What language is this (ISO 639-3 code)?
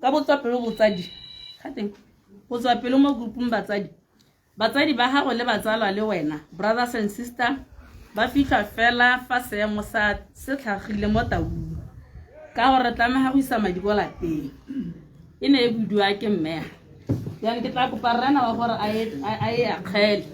tsn